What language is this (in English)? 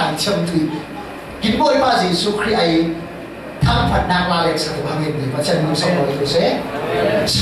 Falam Chin